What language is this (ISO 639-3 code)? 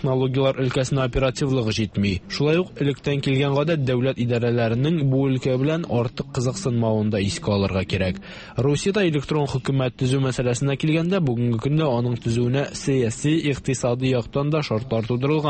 tat